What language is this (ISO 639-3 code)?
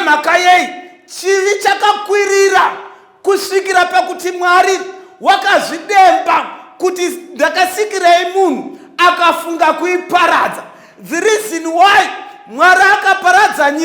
sna